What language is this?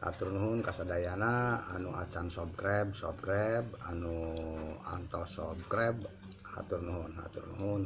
Sundanese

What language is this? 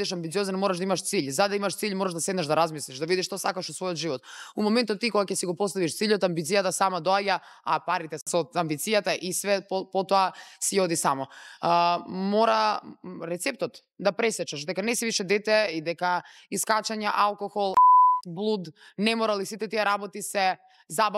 Macedonian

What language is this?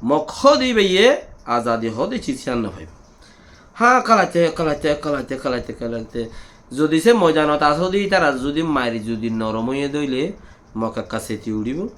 Rohingya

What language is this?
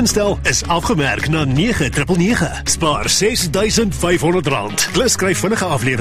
Afrikaans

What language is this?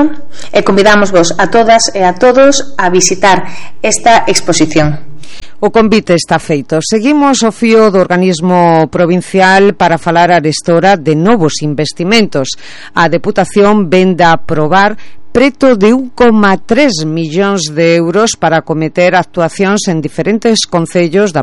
Galician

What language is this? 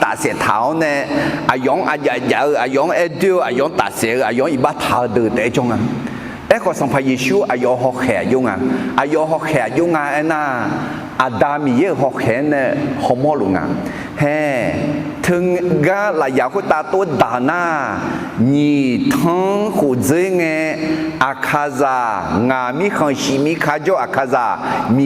Akha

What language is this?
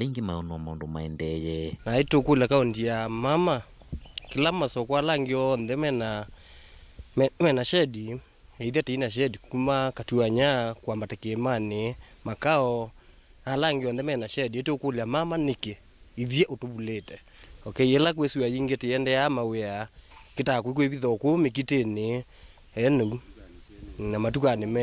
Kamba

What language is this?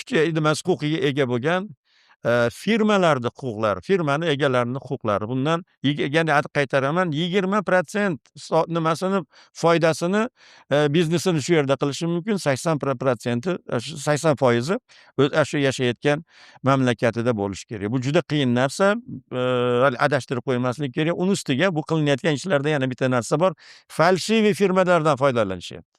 Uzbek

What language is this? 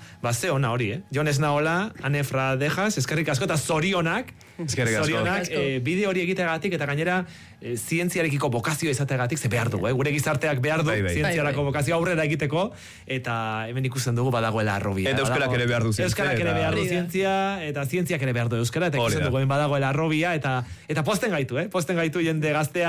Basque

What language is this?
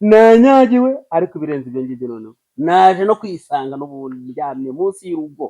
Kinyarwanda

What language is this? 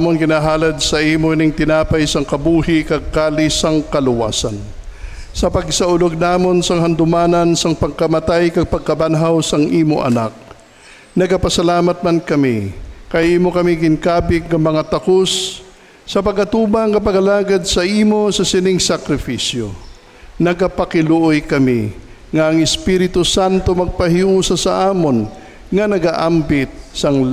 Hiligaynon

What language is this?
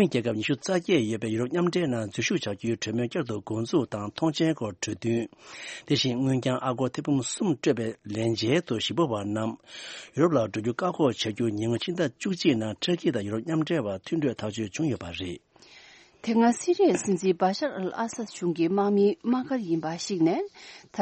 Tibetan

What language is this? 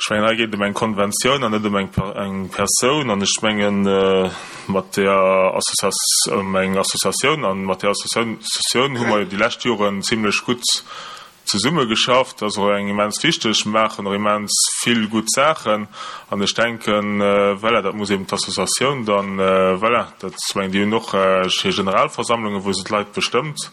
Luxembourgish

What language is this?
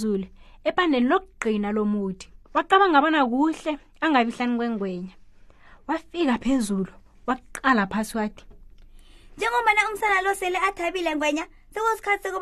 South Ndebele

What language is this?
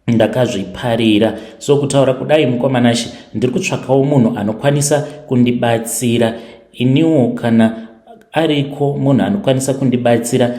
Shona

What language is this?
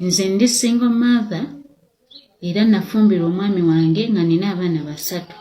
Ganda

